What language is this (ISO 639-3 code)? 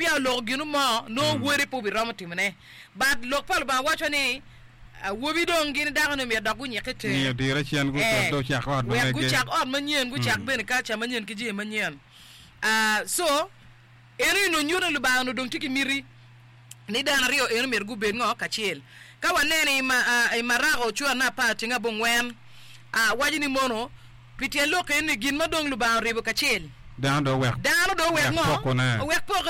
ach